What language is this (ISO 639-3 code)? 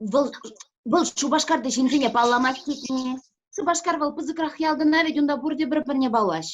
chv